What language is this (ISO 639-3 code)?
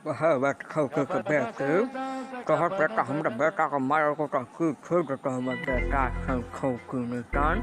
mai